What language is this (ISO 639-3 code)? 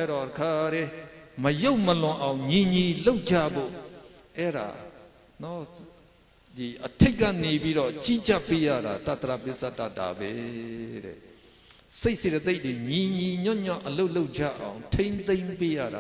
mya